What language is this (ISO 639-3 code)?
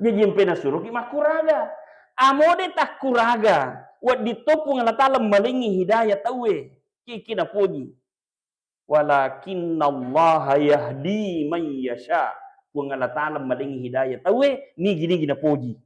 bug